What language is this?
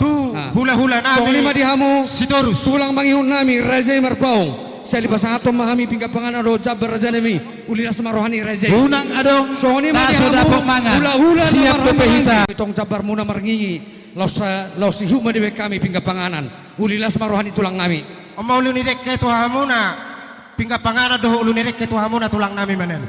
Batak Toba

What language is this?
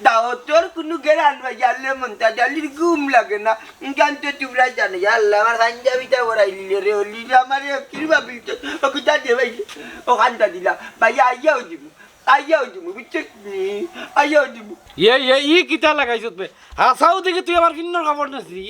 Sylheti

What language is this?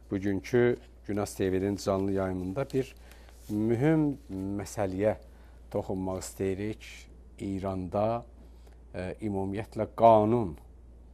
Azerbaijani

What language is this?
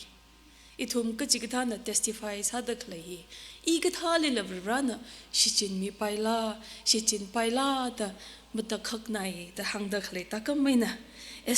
Tangkhul Naga (India)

